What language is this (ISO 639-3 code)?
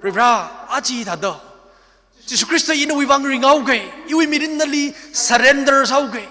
nmf